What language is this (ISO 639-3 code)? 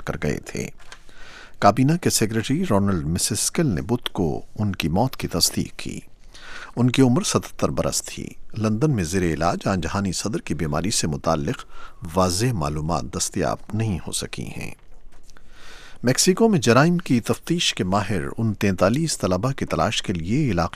urd